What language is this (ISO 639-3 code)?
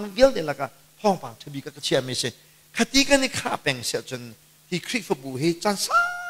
cnh